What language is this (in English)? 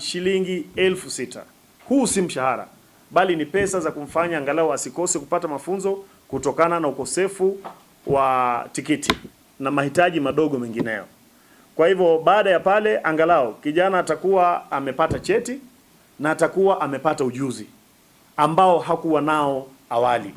Meru